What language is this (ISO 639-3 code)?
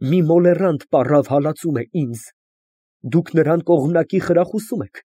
hye